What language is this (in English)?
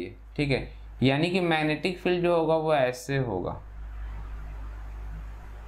Hindi